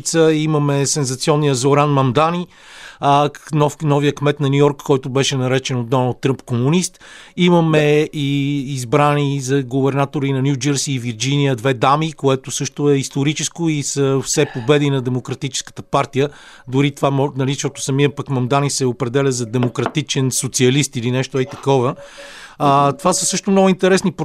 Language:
Bulgarian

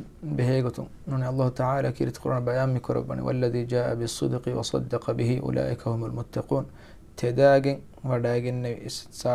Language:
Divehi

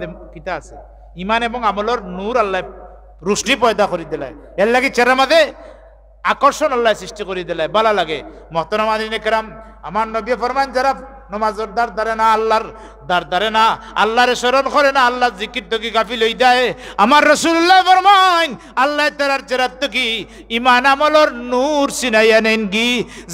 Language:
Sylheti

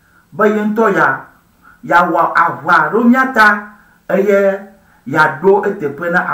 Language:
Ewe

